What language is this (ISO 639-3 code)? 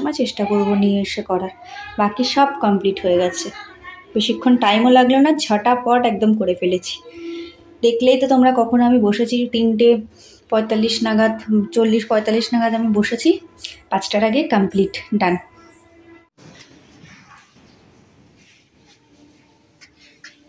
ben